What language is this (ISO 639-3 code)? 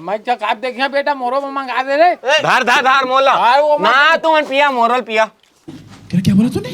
hne